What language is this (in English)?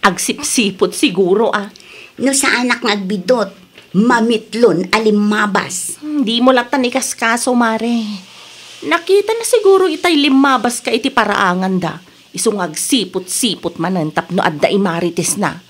Iloko